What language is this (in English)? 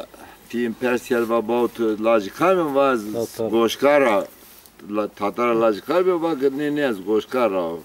Zaza